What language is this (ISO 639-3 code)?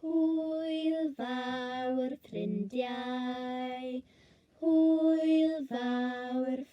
cym